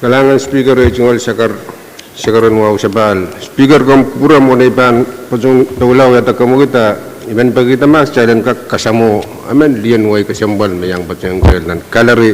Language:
Pohnpeian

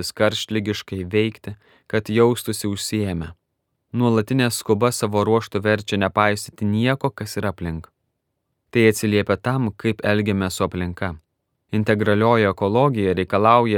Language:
Lithuanian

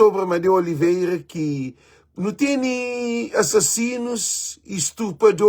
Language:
Kabuverdianu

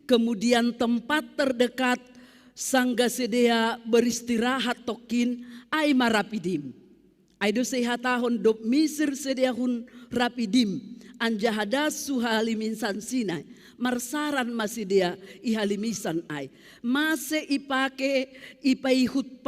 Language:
Batak Simalungun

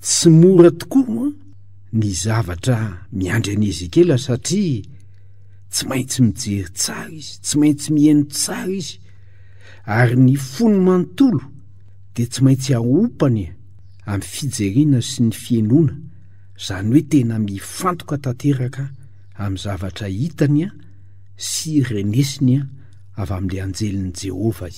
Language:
Malagasy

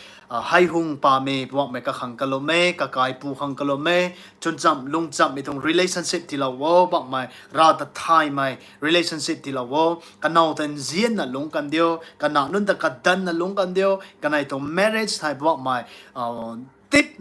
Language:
Rongmei Naga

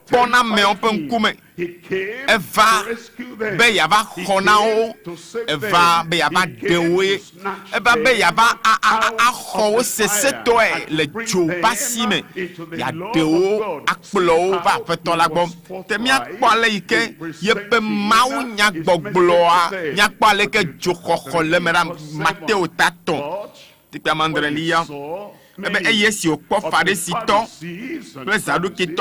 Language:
Ewe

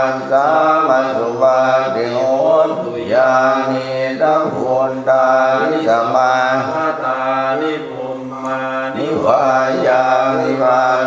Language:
Pali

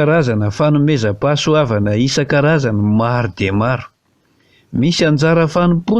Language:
Malagasy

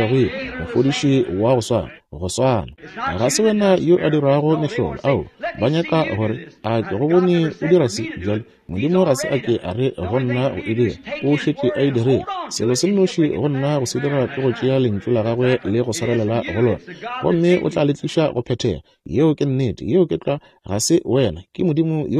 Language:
Northern Sotho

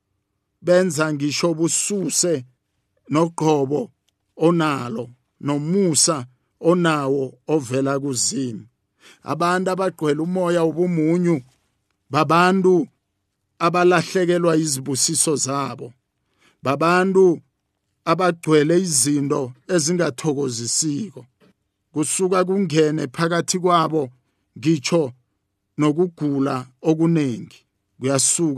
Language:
South Ndebele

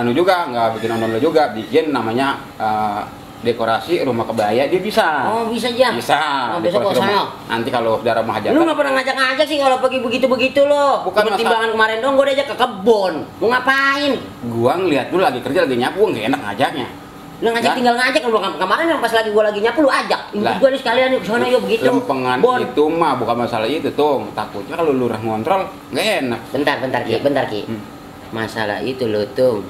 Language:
Betawi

